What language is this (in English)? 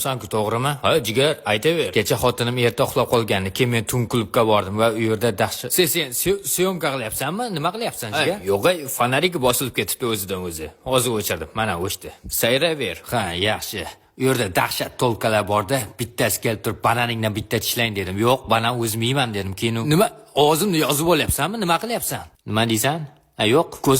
Uzbek